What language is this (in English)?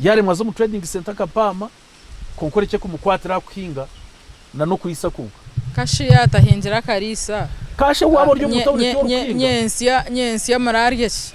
Nyankole